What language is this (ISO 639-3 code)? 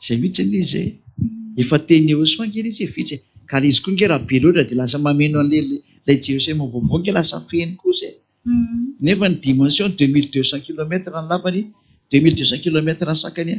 mlg